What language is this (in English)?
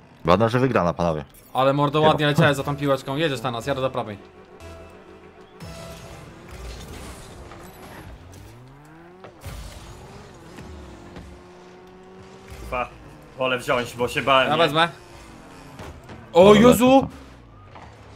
Polish